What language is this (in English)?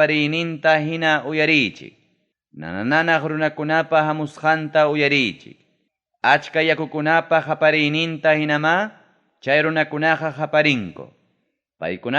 Ayacucho Quechua